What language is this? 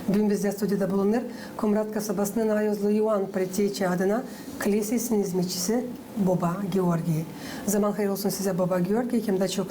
Gagauz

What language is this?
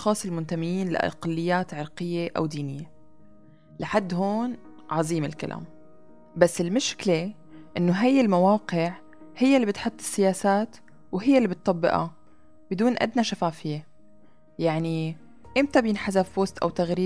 North Levantine Arabic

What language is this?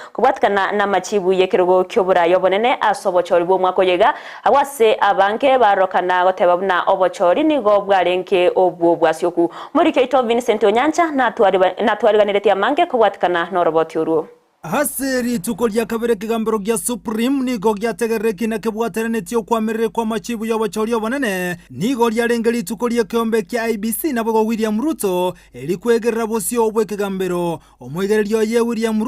Gusii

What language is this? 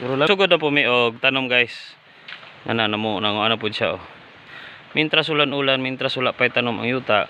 Cebuano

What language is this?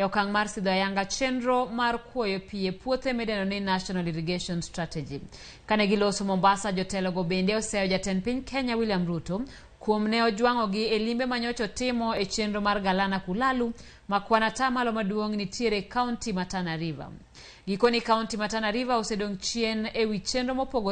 Luo (Kenya and Tanzania)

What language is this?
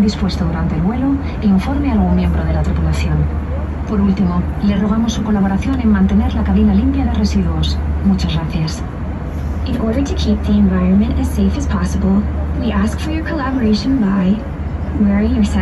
Spanish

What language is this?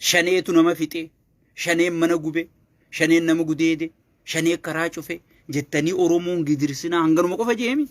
Oromo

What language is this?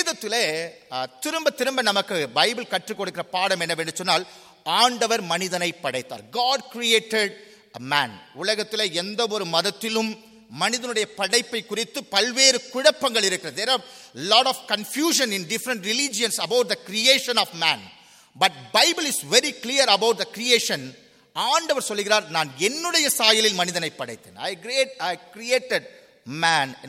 Tamil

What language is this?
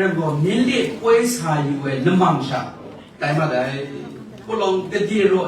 Kachin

